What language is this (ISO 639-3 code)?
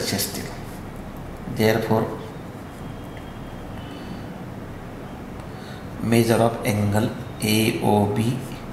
mar